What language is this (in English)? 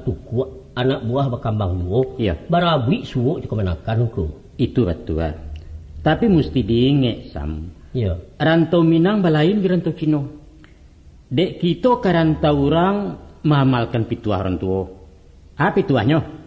Minangkabau